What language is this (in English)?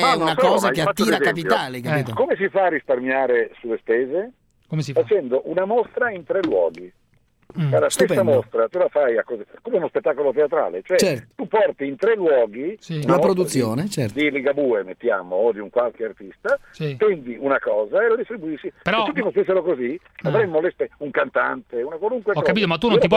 Italian